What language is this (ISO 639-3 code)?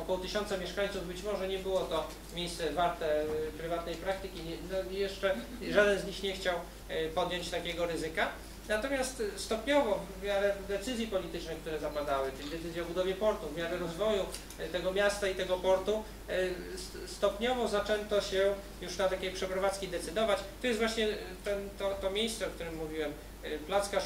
pol